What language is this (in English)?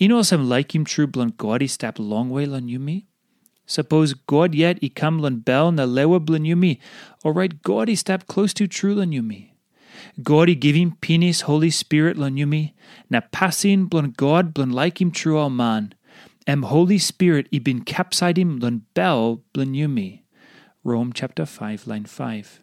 Tok Pisin